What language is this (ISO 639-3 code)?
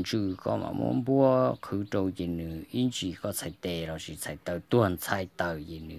hmn